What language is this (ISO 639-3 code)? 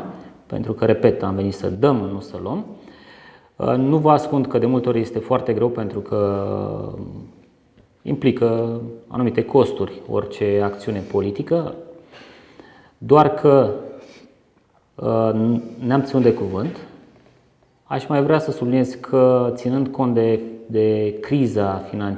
ron